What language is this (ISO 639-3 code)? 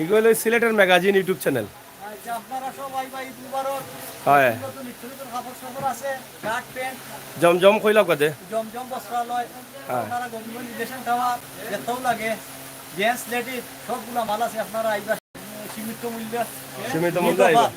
syl